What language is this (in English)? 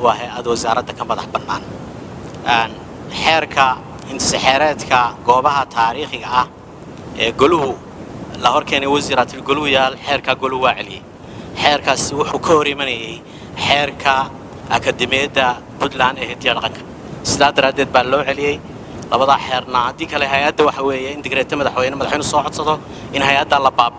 Somali